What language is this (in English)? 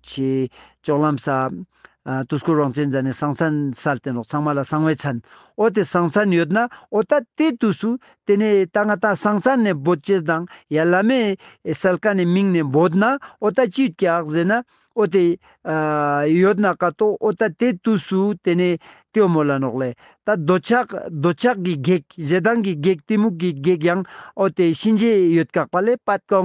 Ladakhi